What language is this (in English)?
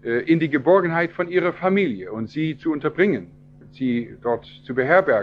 German